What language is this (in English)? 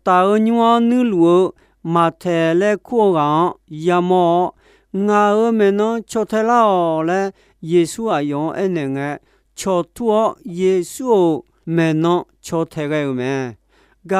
Akha